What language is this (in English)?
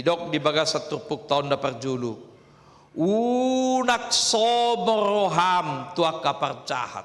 Batak Toba